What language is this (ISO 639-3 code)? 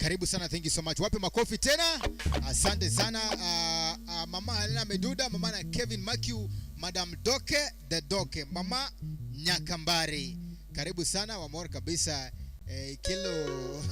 luo